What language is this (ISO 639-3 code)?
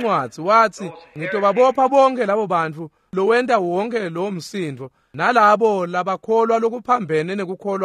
ssw